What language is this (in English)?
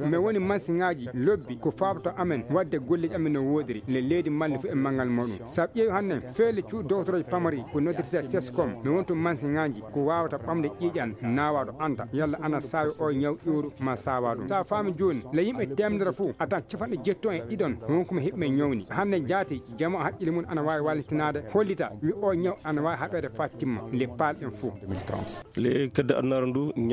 Fula